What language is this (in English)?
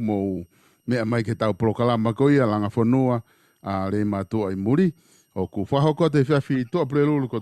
Tongan